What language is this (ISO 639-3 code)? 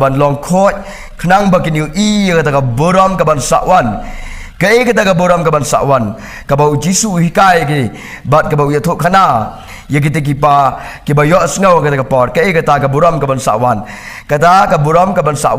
kha